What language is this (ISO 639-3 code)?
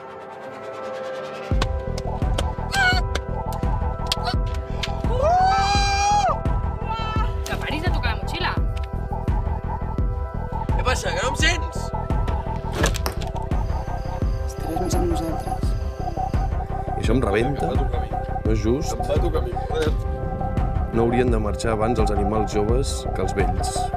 cat